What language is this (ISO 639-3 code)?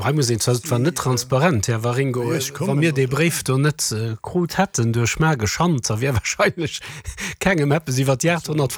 ltz